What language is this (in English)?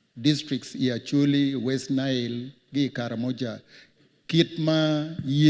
Acoli